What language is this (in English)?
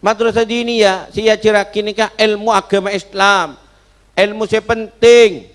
Madurese